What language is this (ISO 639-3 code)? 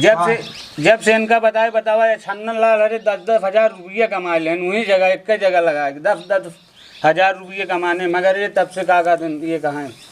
awa